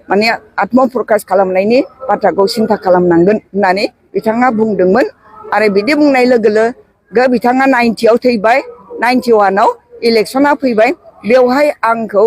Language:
Bodo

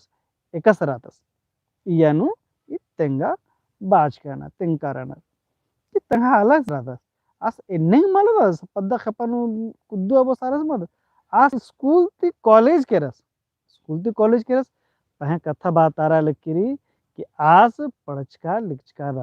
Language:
Kurukh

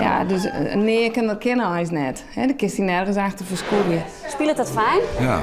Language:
Western Frisian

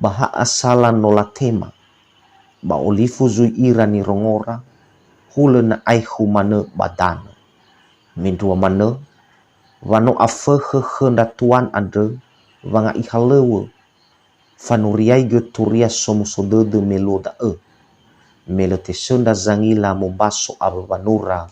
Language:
Nias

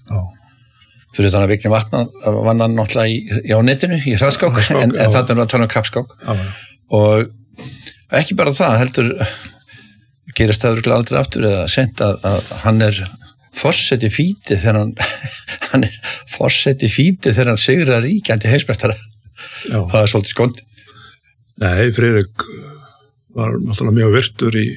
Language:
Icelandic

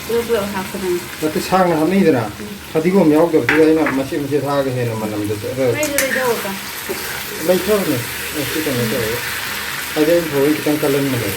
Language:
Manipuri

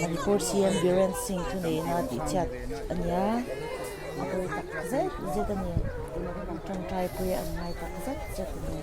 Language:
Mizo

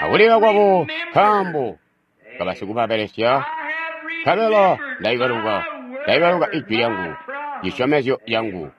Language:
Tonga (Zambia)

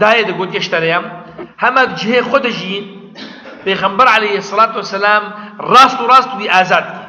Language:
Kurdish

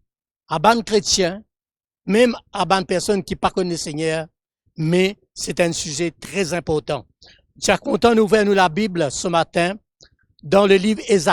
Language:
Morisyen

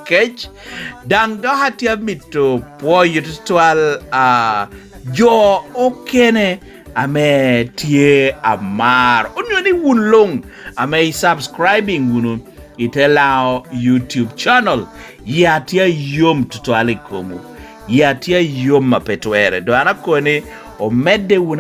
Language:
Lango (Uganda)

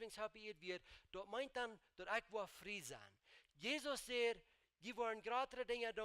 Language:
Plautdietsch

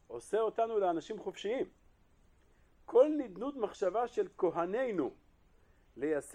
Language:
Hebrew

